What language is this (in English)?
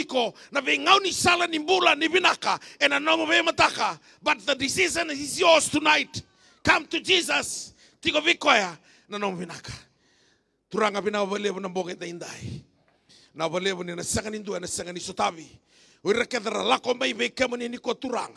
Fijian